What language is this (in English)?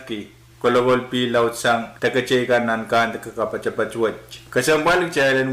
Pohnpeian